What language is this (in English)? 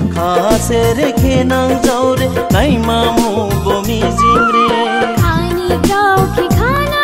Dimasa